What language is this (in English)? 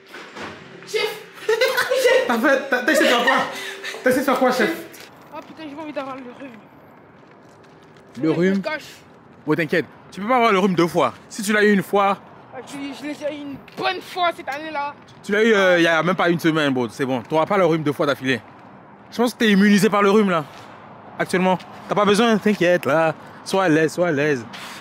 French